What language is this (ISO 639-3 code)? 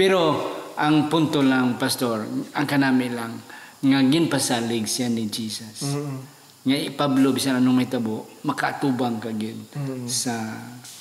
hil